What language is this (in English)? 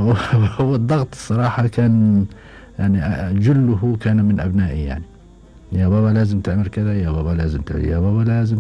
Gulf Arabic